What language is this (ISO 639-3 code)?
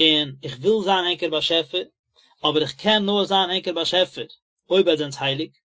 yid